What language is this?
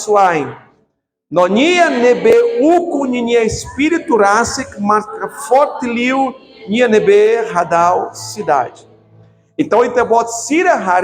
Tetum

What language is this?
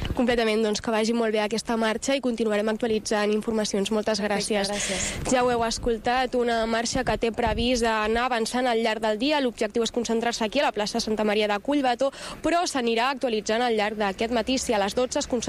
Catalan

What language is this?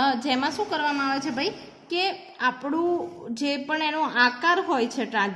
Gujarati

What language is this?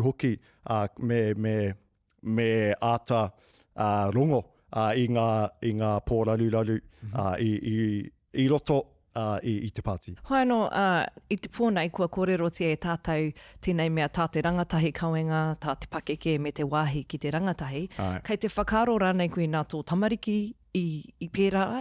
Māori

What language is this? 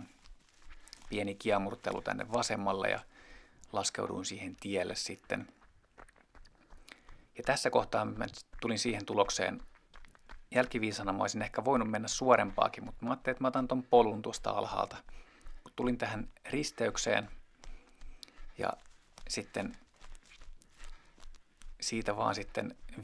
Finnish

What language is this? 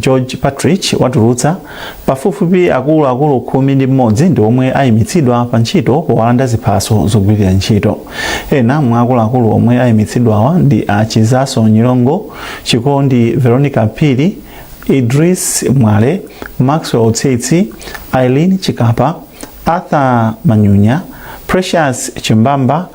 Nyanja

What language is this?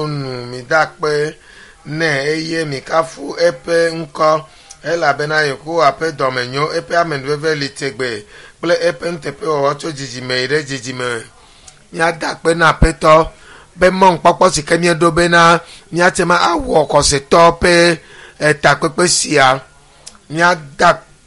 Ewe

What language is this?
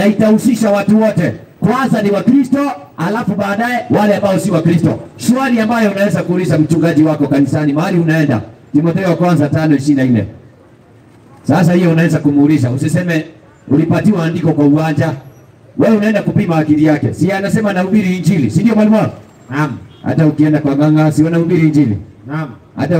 Swahili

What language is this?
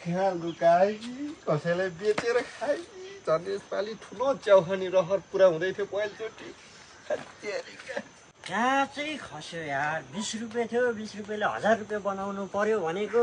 Nepali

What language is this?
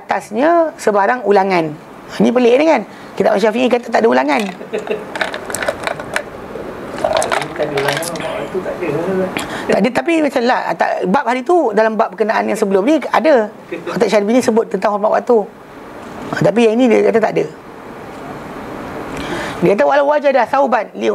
Malay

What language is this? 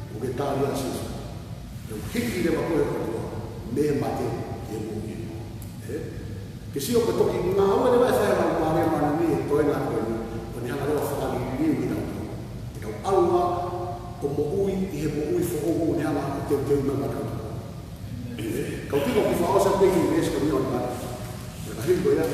Tongan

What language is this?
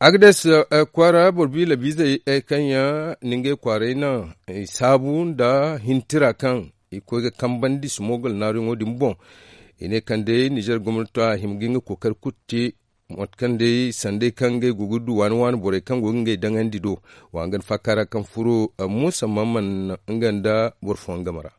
Zarma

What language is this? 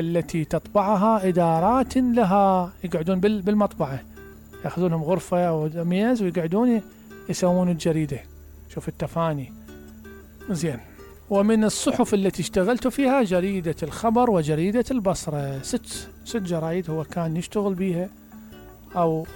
Mesopotamian Arabic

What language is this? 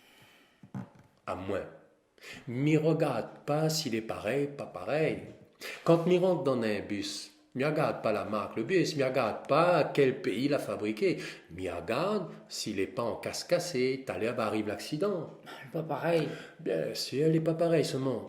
Réunion Creole French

